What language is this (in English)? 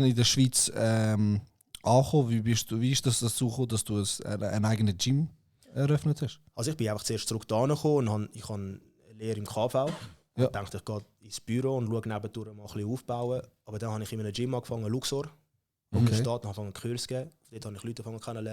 Swiss German